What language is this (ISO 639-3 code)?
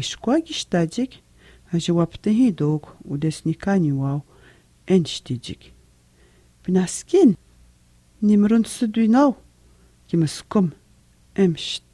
atj